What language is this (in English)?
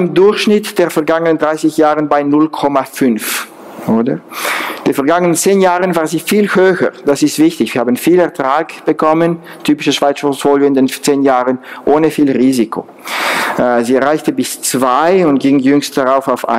German